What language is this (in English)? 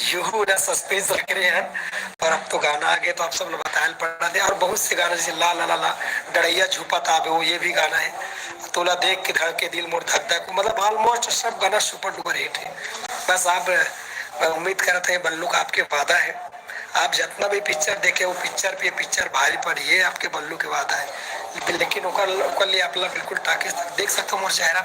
Chhattisgarhi